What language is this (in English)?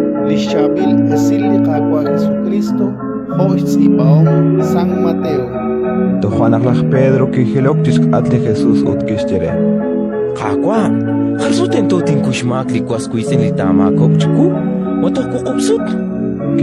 Kekchí